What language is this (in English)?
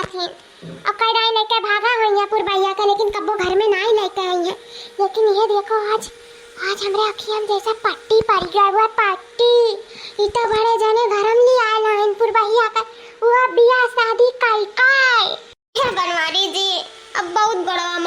Awadhi